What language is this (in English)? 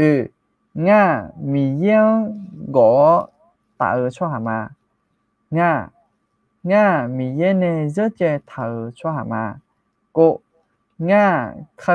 Akha